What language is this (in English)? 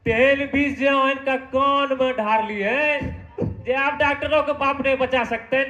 Maithili